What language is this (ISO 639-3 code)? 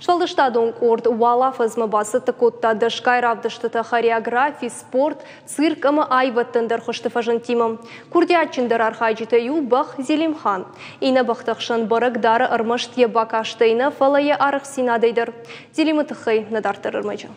oss